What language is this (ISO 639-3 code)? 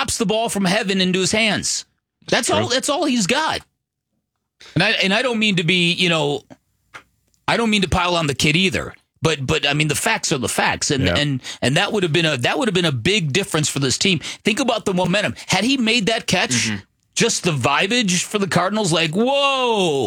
eng